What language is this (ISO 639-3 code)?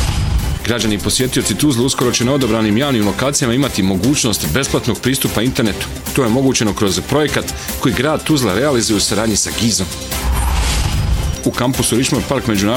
bos